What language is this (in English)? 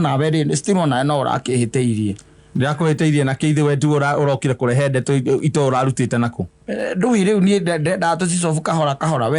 Kikuyu